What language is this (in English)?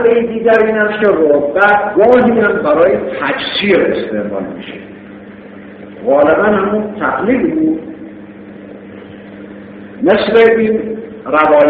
Persian